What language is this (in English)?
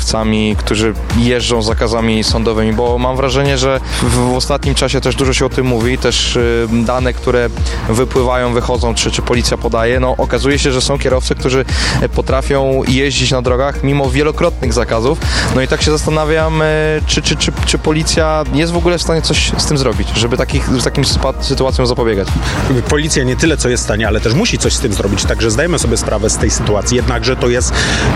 Polish